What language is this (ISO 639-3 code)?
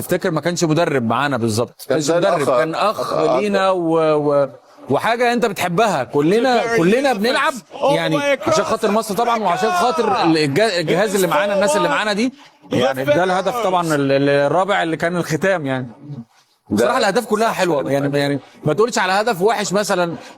arz